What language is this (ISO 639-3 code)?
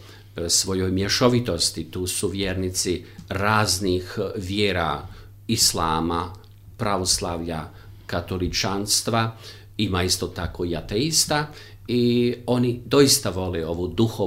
hrv